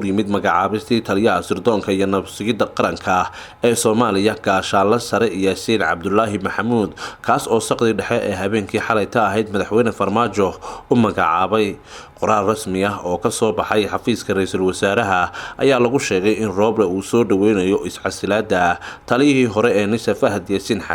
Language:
Somali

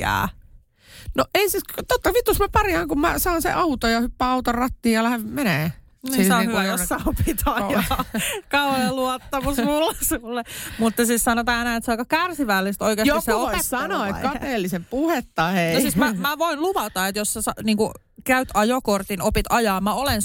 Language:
Finnish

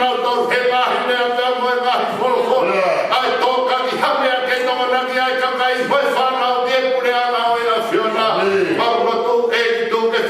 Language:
Tongan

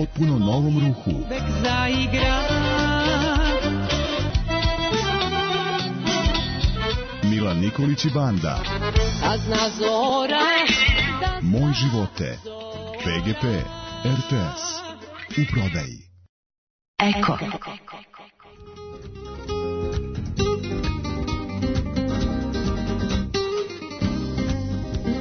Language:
Serbian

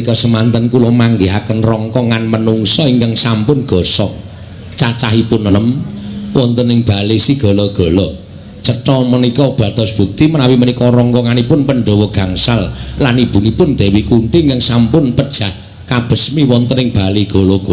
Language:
Javanese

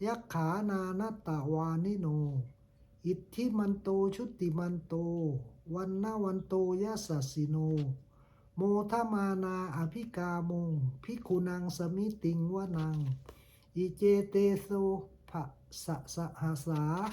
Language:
Pali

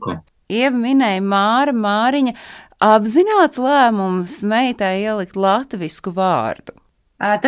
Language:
Latvian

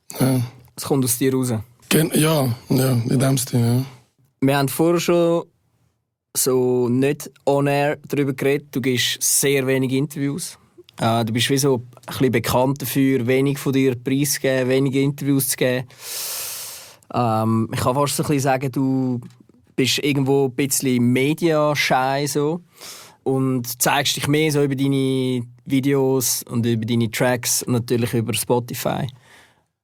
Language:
German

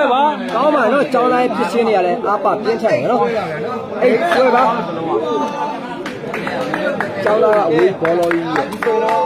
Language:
Burmese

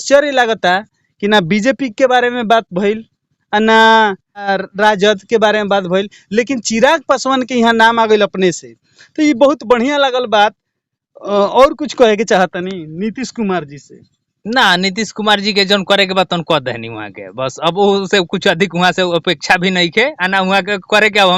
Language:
Bhojpuri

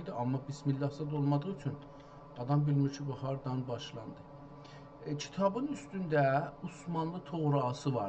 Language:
South Azerbaijani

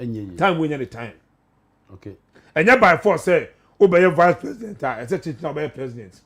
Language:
Akan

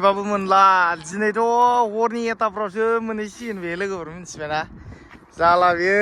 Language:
Bodo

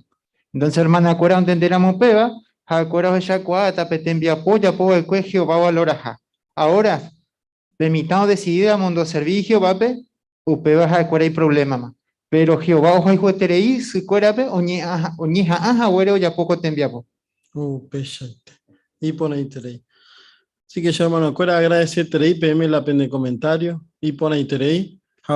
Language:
Guarani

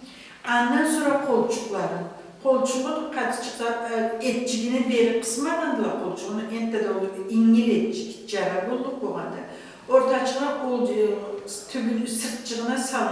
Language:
Karachay-Balkar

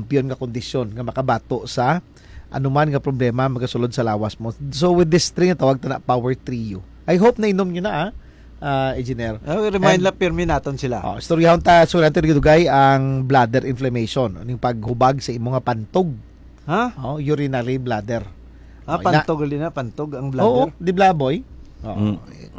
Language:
Hiligaynon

